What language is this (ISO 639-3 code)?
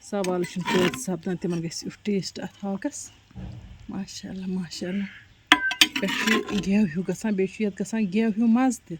kas